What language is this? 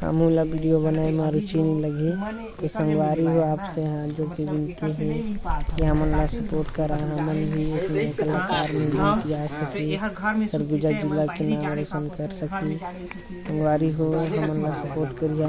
Chhattisgarhi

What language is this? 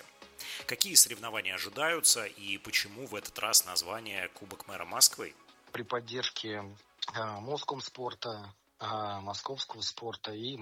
Russian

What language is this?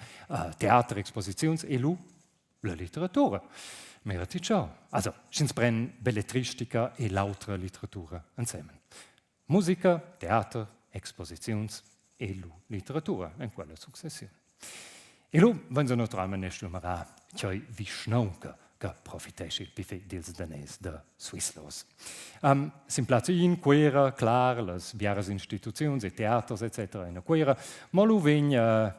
Romansh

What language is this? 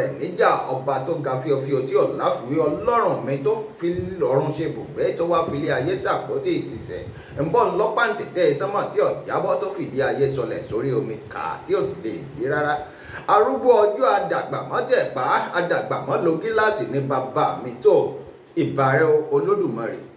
Yoruba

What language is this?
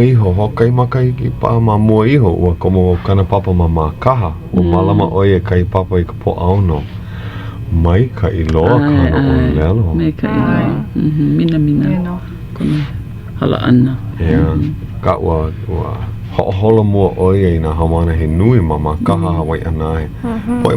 Hawaiian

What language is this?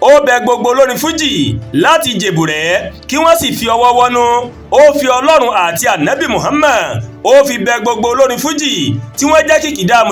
Yoruba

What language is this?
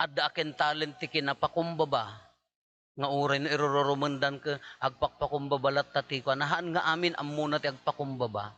Iloko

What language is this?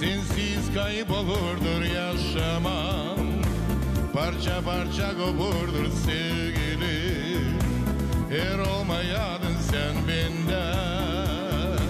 Gagauz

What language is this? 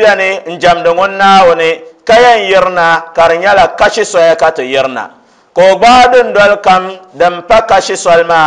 Dagbani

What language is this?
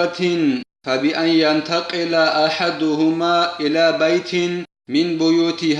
Avaric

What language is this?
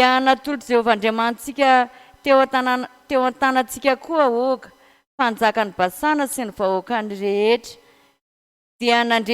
Malagasy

